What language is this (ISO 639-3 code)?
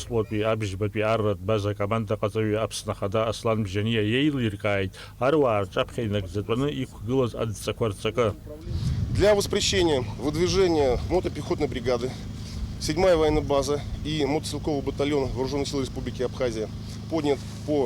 abk